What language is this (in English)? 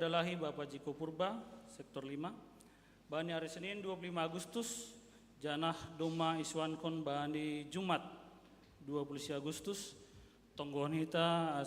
Batak Simalungun